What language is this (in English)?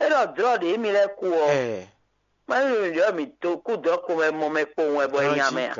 Fon